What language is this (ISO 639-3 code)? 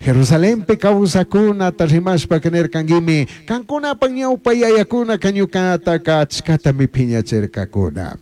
qug